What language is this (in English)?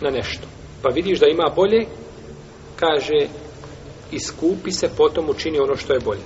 Bosnian